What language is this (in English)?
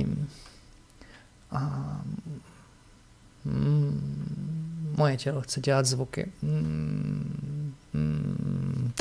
Czech